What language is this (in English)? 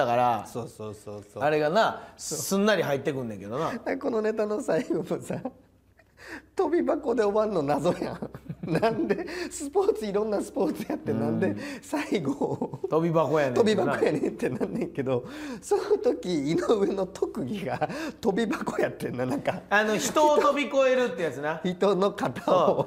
Japanese